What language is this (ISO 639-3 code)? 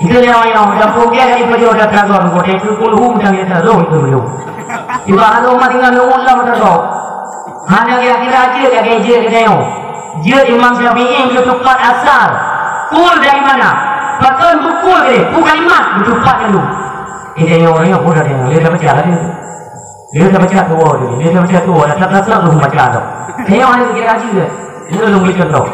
ace